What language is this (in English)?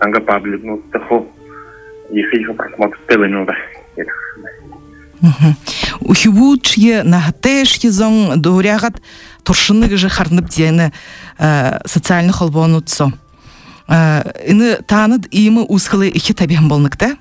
Buriat